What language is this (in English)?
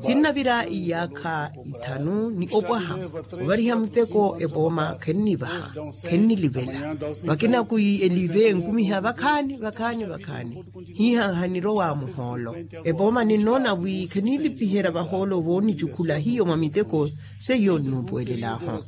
Makhuwa